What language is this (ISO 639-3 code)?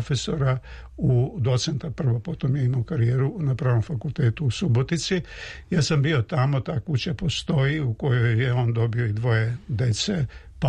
srp